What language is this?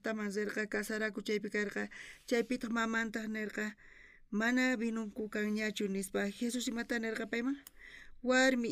South Bolivian Quechua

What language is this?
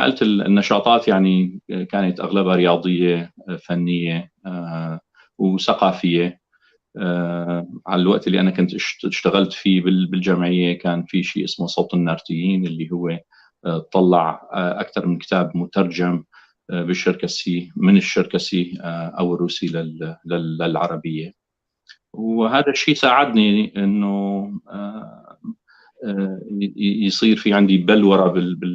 North Levantine Arabic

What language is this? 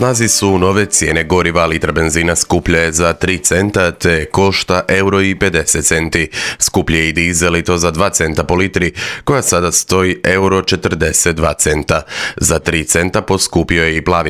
Croatian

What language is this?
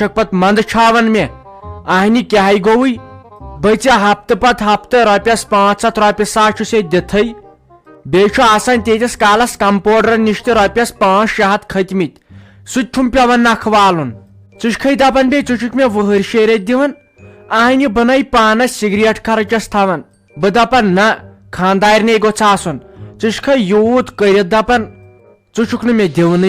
Kashmiri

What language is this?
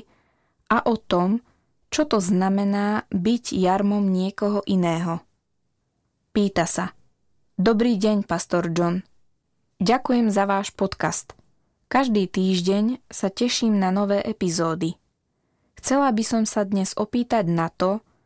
Slovak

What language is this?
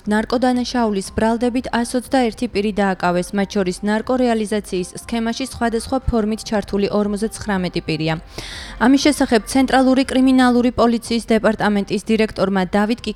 Georgian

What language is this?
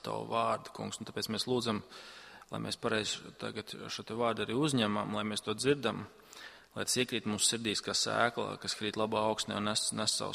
Latvian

